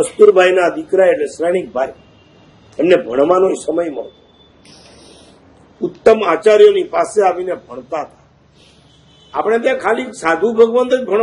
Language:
Gujarati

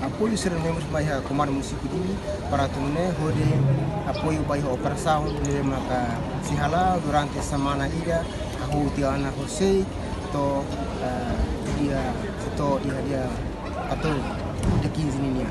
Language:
Tetum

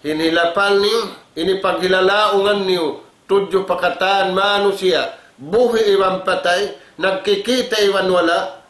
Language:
Tausug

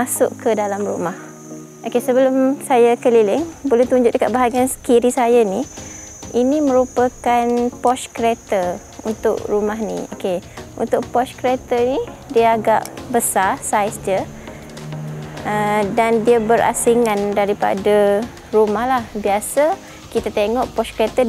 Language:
Malay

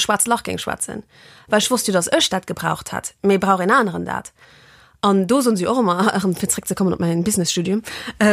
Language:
Luxembourgish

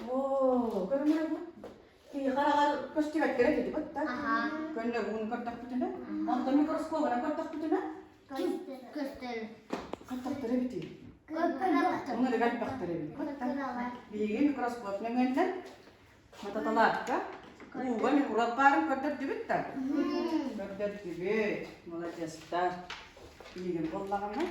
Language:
Yakut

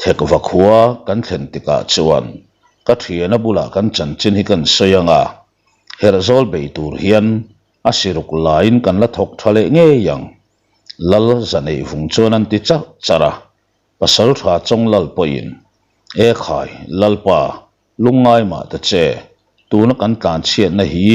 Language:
Mizo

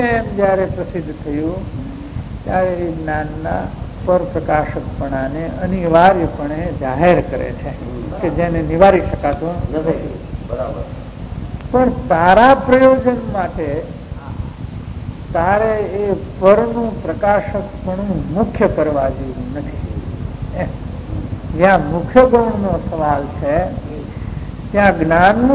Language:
Gujarati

